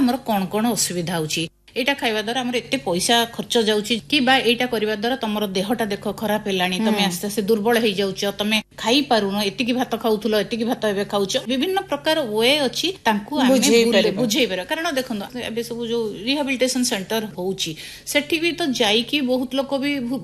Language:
Odia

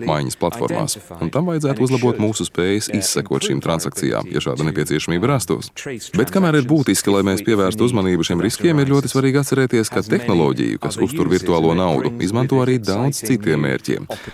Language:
Latvian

